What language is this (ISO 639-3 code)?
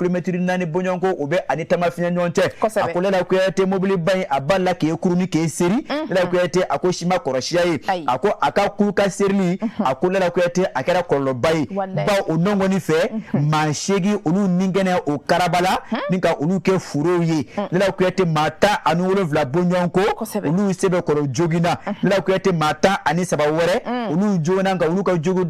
bam